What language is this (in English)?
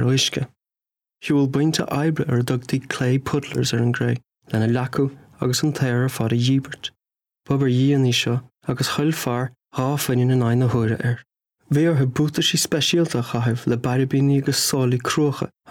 Irish